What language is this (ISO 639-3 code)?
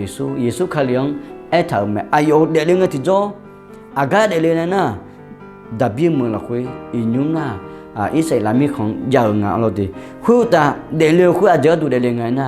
ahk